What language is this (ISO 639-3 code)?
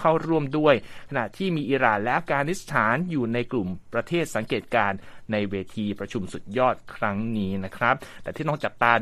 tha